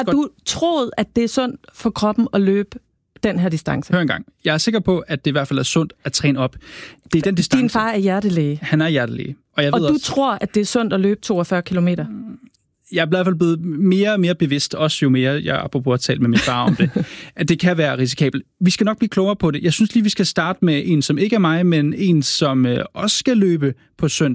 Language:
Danish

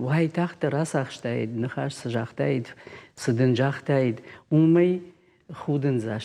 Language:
Ossetic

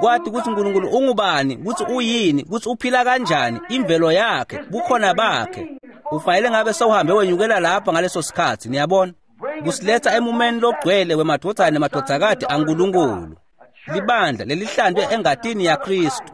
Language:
Swati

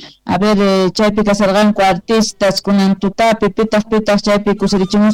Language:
Quechua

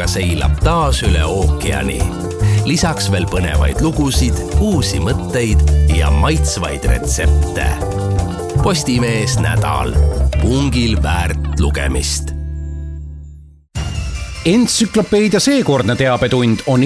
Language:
Estonian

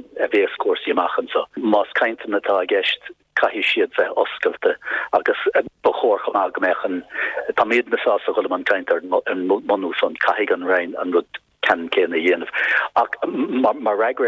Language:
Irish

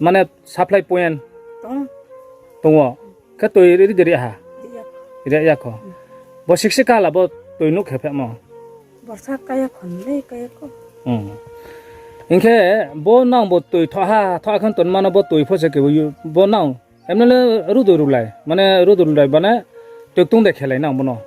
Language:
Riang (India)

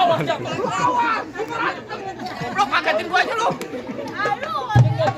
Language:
Betawi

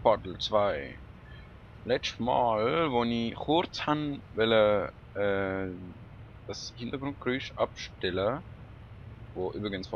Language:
Swiss German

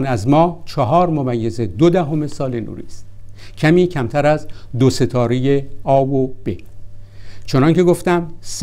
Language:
Persian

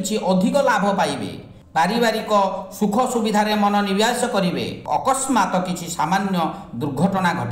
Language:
Odia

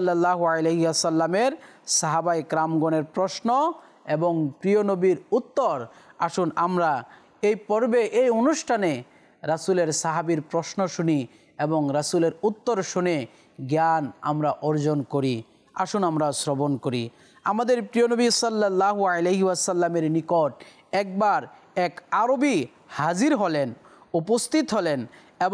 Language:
Bangla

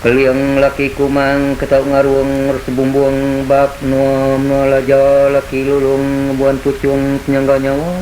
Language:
Iban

